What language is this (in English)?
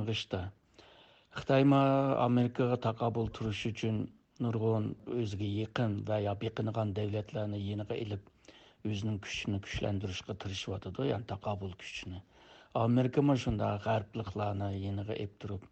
Uyghur